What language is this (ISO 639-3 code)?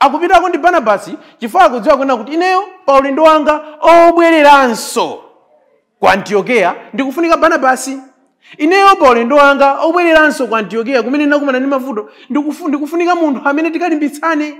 nya